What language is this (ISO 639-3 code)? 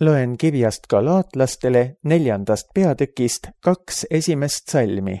est